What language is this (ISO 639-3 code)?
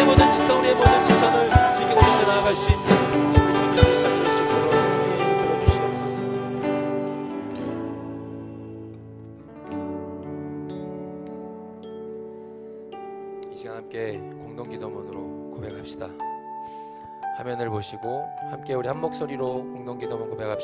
kor